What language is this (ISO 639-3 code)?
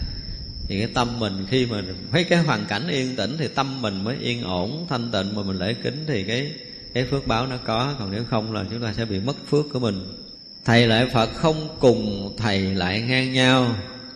vie